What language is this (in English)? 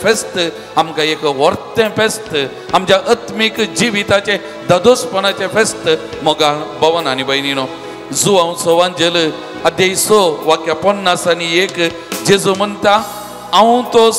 Konkani